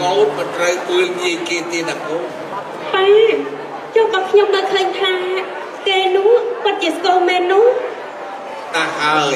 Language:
Khmer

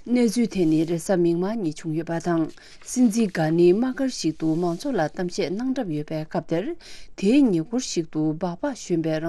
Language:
Tibetan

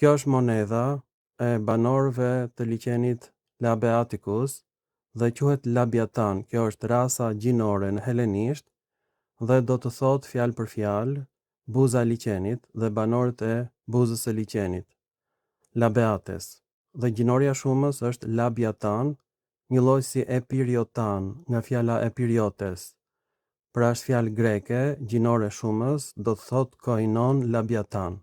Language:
Albanian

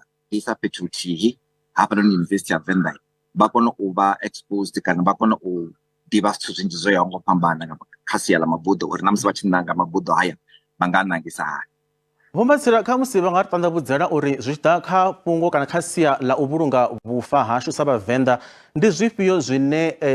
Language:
Venda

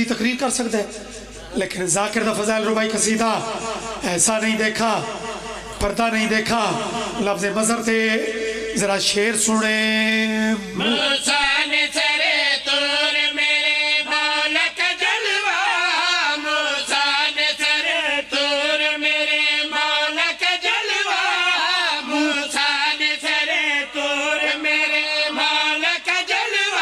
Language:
Pahari-Potwari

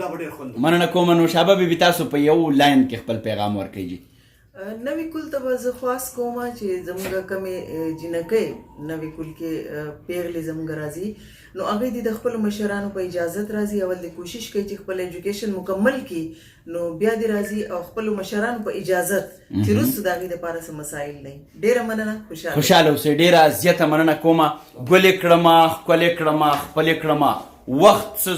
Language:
Pashto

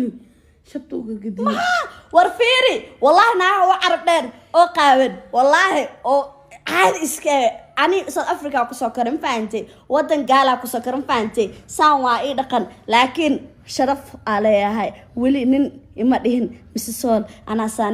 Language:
Somali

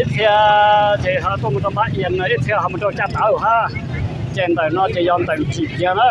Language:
Hmong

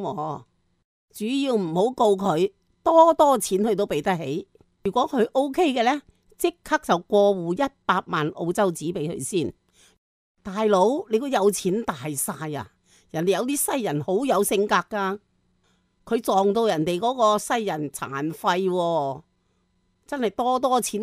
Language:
Cantonese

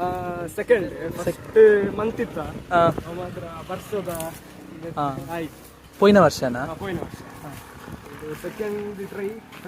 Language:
Tulu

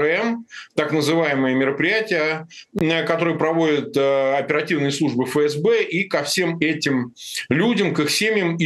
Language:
Russian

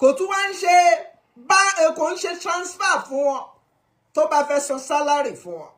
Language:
Yoruba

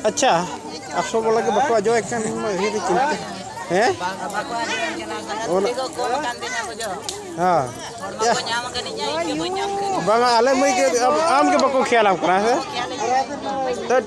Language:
Santali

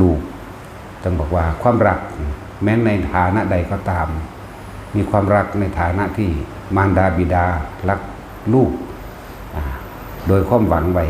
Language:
Northeastern Thai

